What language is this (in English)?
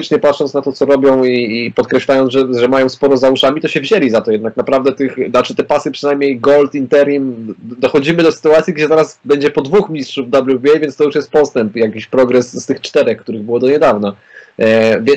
Polish